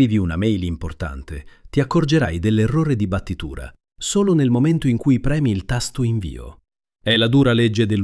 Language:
Italian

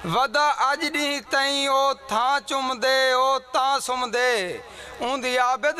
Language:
Saraiki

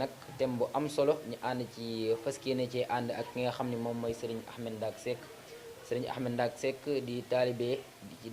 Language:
Wolof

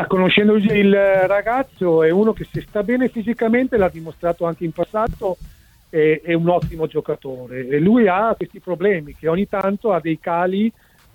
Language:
Italian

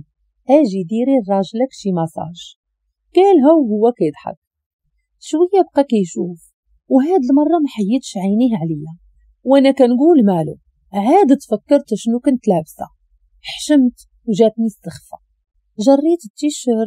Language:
Moroccan Arabic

